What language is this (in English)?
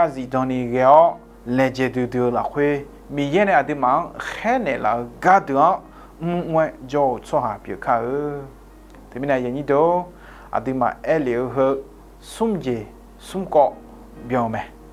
Akha